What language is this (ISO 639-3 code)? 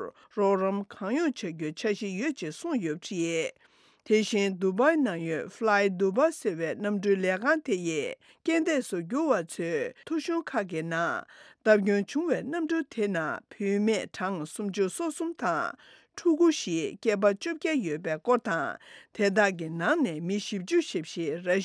bod